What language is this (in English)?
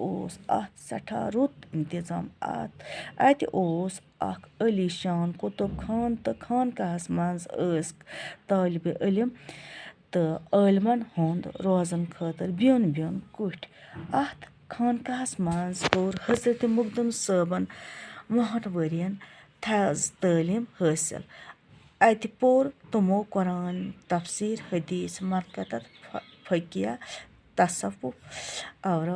Kashmiri